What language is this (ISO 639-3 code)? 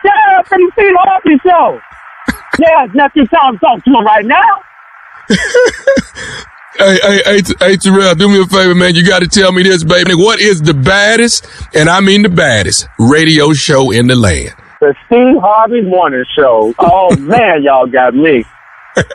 eng